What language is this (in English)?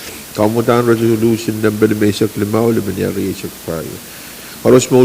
Pohnpeian